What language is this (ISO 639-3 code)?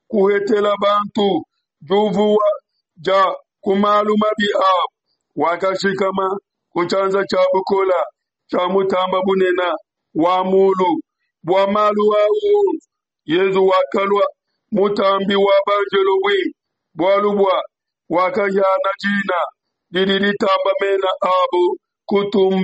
lua